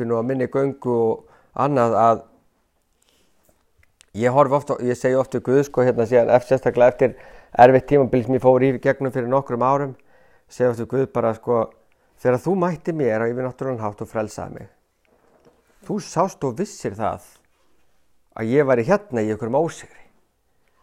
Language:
Icelandic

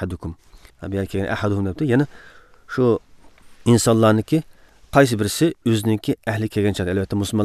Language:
Uzbek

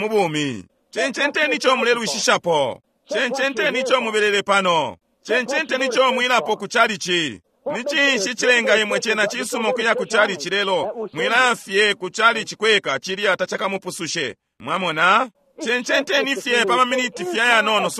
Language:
Bemba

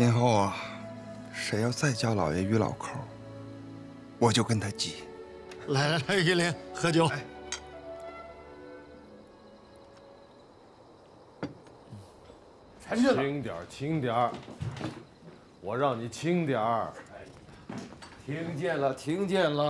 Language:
Chinese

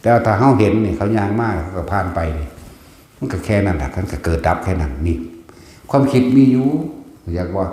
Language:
Lao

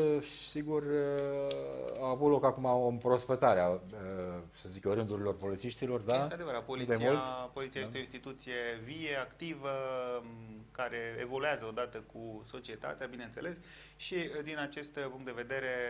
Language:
Romanian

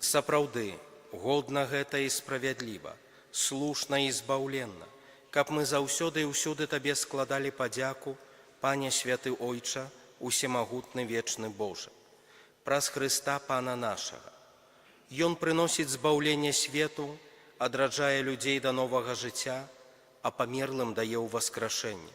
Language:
Belarusian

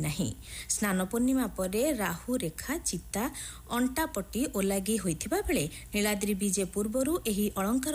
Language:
Odia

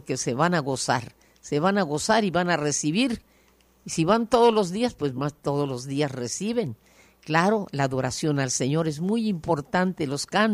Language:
Spanish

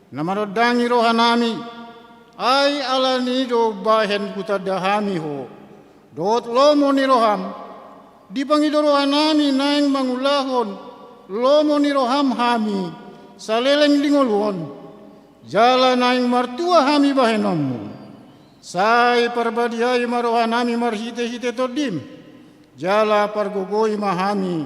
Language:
Batak Toba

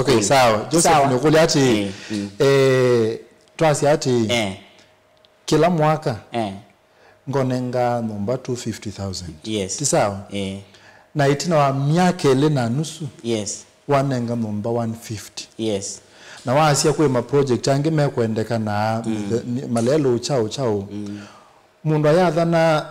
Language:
Kamba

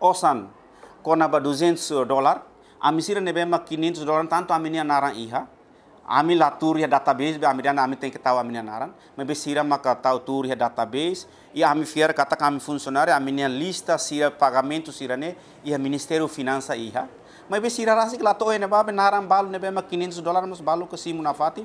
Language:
Tetum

